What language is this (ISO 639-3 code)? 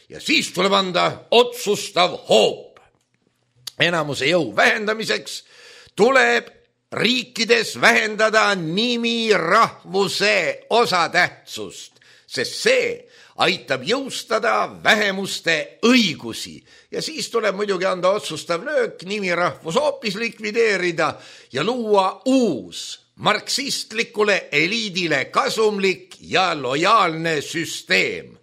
est